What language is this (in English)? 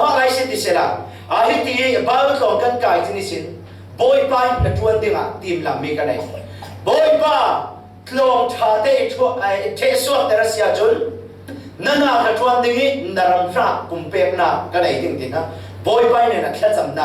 Falam Chin